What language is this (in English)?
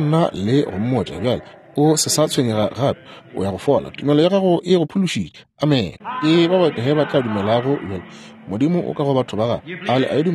Northern Sotho